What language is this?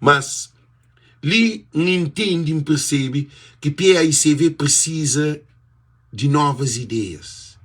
Kabuverdianu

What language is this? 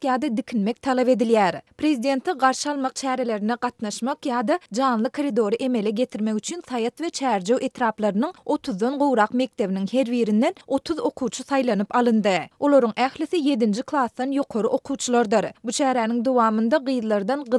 Turkmen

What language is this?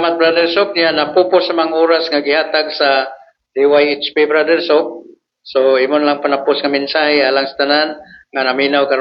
Cebuano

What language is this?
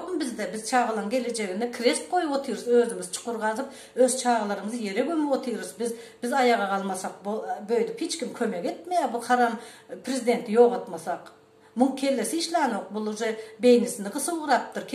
Turkmen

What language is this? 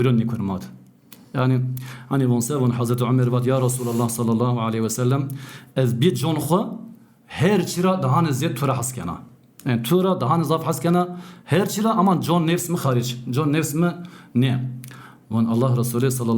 Zaza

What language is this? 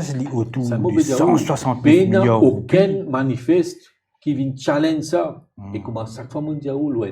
Morisyen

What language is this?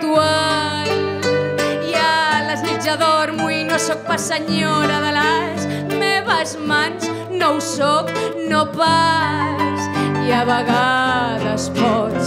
Catalan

